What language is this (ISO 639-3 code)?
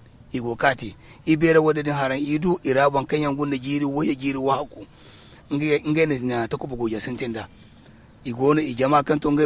dje